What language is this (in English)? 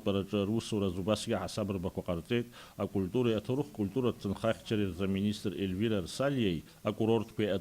Abkhazian